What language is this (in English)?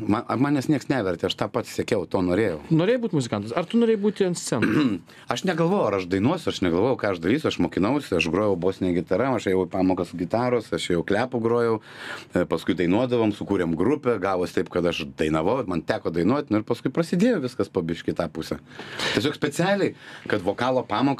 Lithuanian